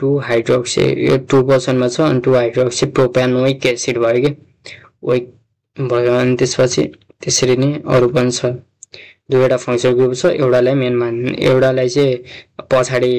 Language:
Nepali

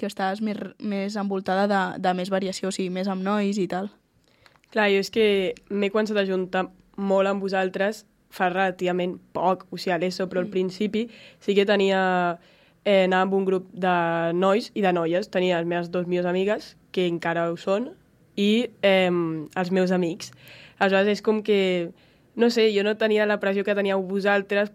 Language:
Catalan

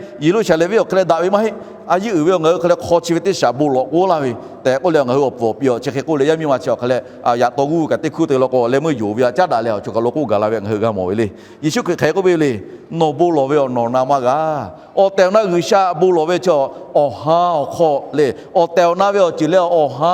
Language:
Lahu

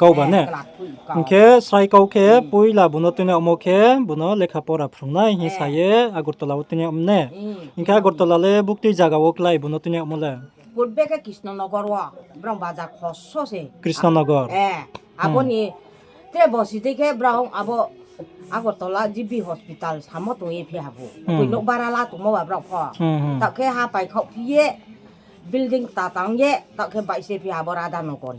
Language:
Riang (India)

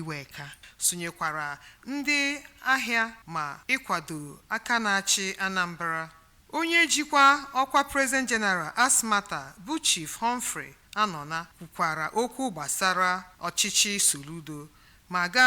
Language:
Igbo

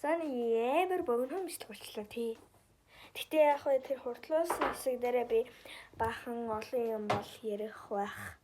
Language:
Mongolian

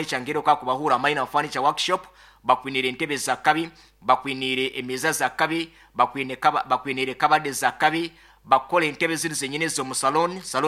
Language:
Nyoro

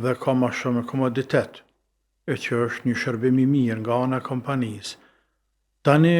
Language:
Albanian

